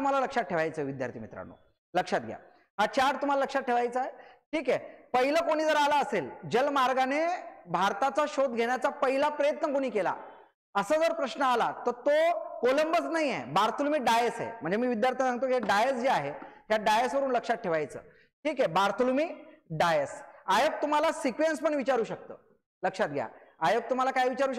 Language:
Marathi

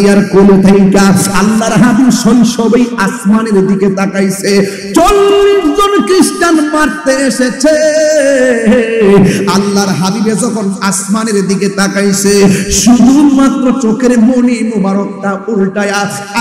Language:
Bangla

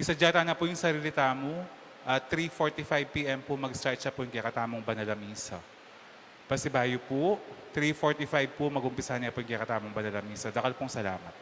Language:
Pampanga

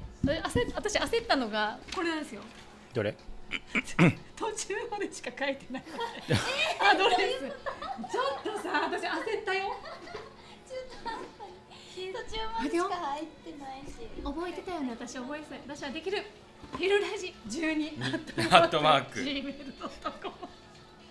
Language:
Japanese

